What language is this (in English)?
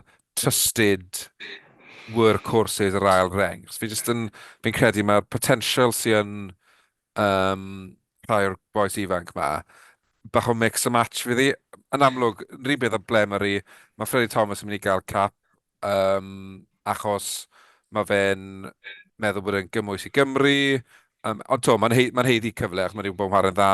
Welsh